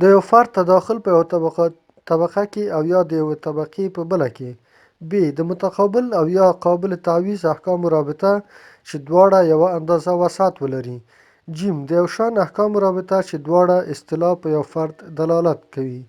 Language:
Pashto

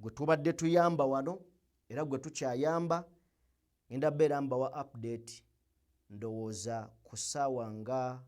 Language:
Ganda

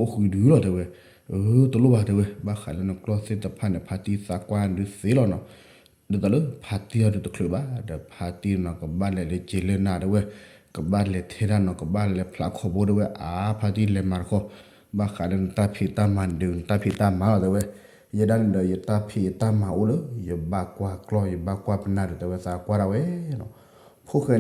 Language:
S'gaw Karen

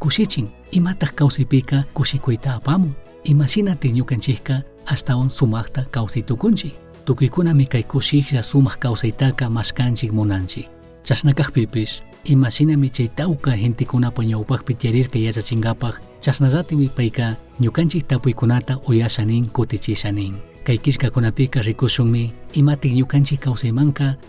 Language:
Chimborazo Highland Quichua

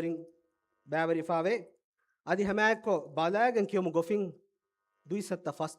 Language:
Divehi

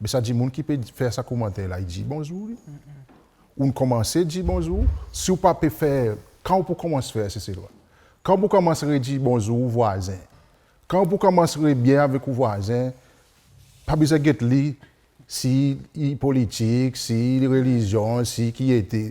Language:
Seselwa Creole French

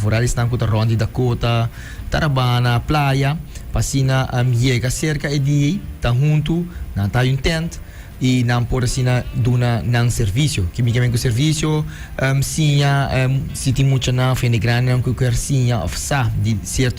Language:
Papiamento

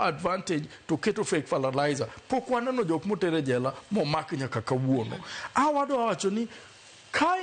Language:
Luo (Kenya and Tanzania)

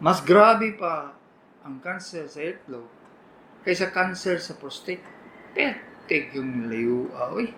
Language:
Cebuano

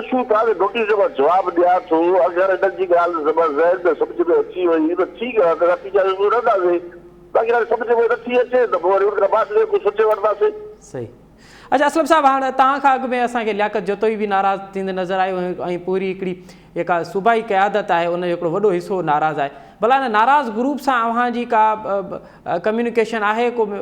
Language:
Sindhi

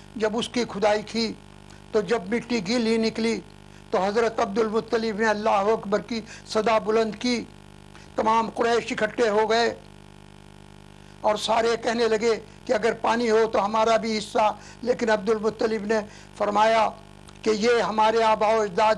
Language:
Urdu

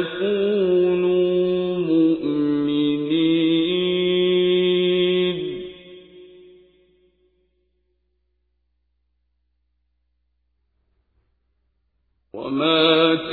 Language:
Arabic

